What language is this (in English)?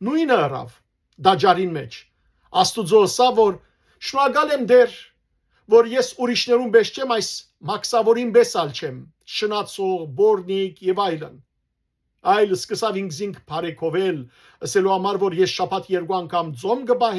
Western Armenian